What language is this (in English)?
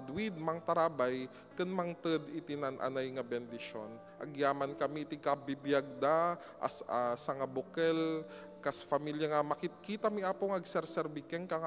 Iloko